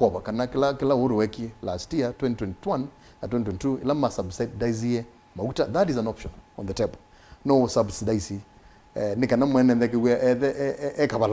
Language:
Kamba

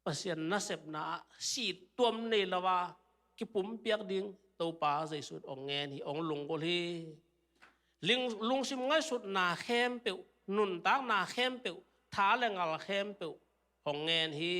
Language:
Tedim Chin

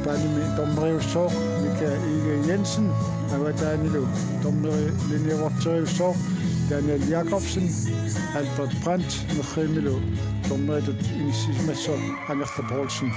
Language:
Kalaallisut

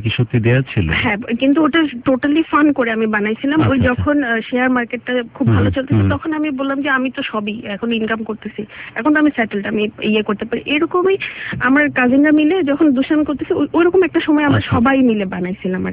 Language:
Bangla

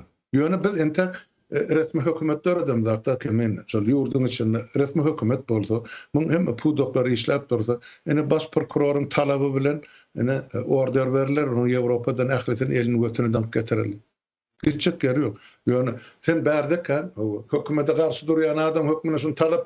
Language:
Turkmen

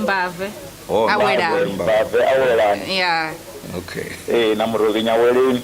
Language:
Venda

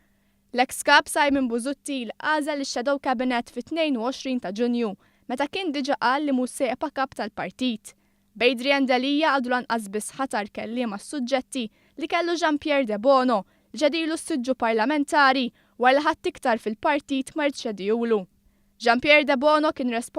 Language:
Maltese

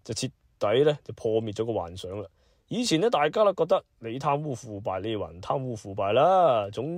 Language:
Cantonese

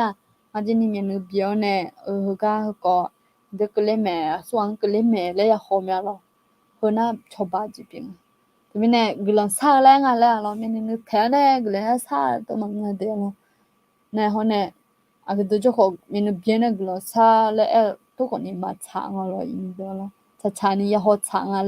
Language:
Akha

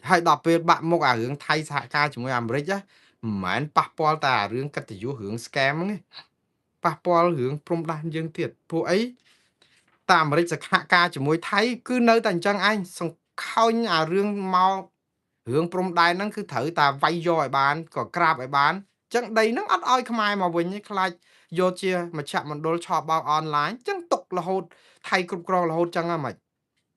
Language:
Khmer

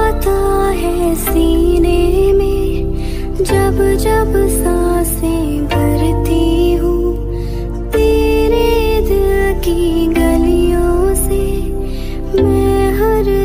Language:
Hindi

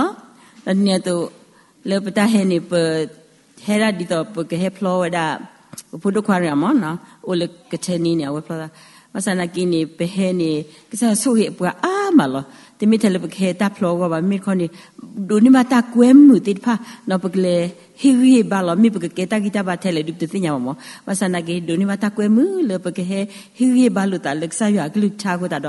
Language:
S'gaw Karen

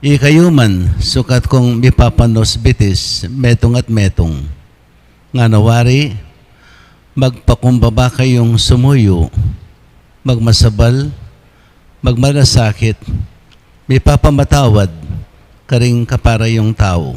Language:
Pampanga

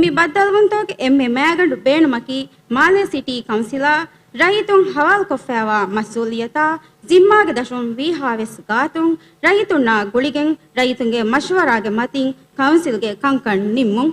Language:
Divehi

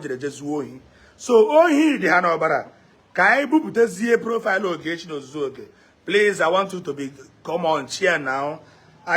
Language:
Igbo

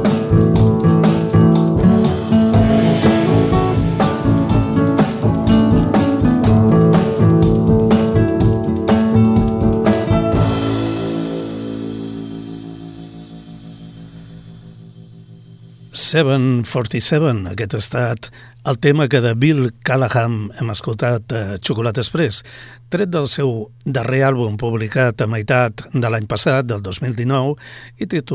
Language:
Catalan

